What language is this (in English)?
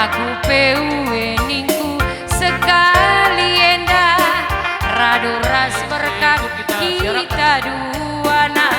Batak Karo